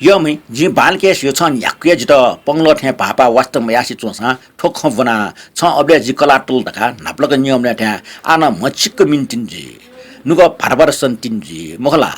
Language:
Newari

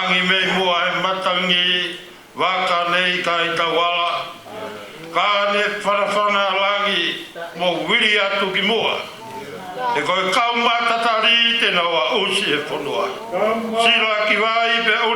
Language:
Tongan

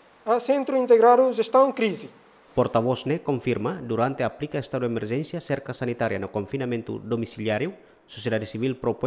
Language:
Tetum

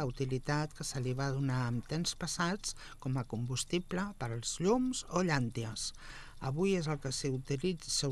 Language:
Catalan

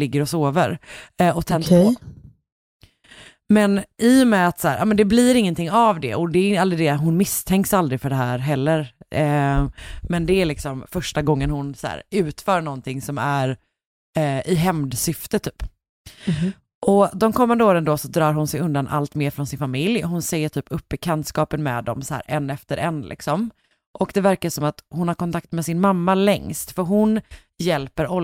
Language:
Swedish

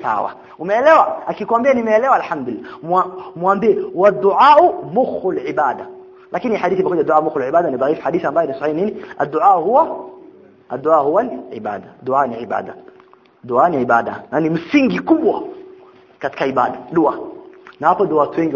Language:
Swahili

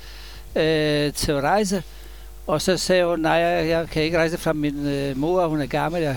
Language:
Danish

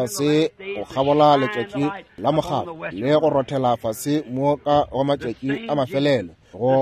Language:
Northern Sotho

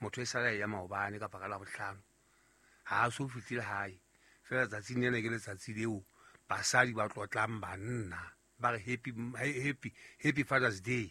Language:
Southern Sotho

